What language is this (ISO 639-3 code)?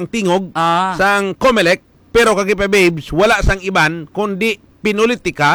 hil